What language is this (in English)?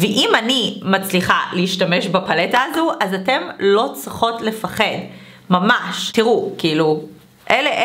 Hebrew